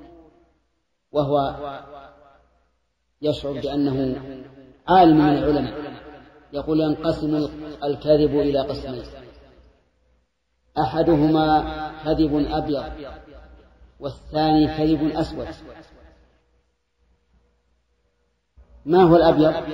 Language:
Arabic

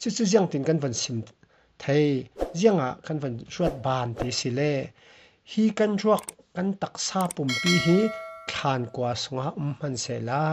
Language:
Falam Chin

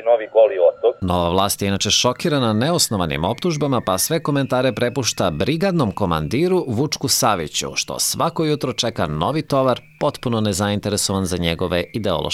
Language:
Serbian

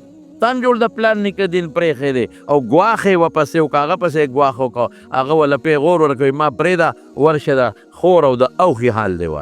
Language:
Pashto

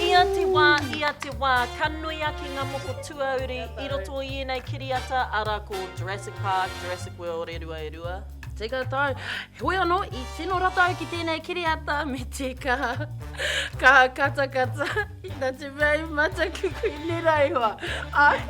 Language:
Māori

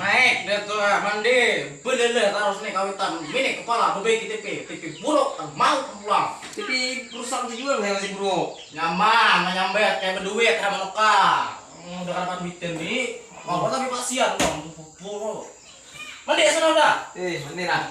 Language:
Banjar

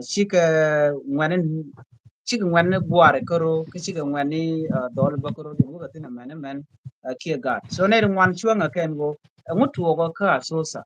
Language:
Nuer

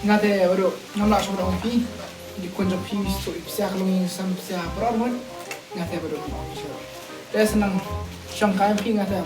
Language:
Khasi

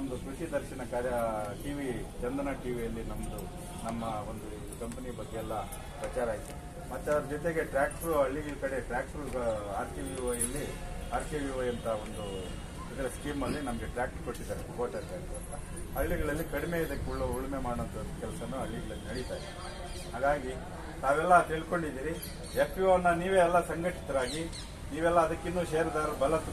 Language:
Kannada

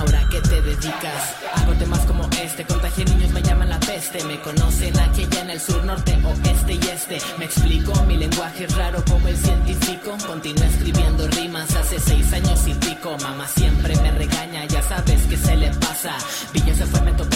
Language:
Spanish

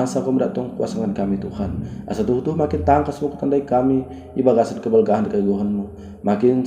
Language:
Batak Dairi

